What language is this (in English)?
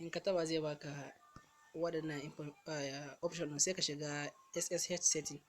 Hausa